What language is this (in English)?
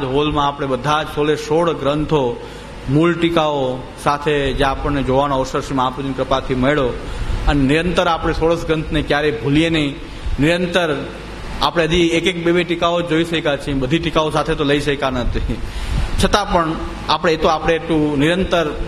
Gujarati